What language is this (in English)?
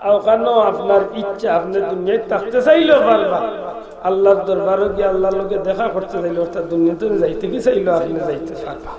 Sylheti